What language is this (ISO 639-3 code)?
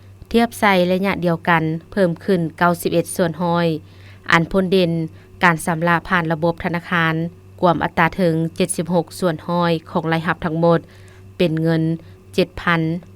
lao